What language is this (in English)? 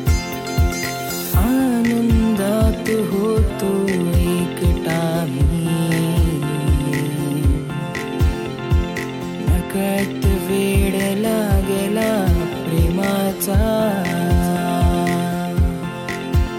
Marathi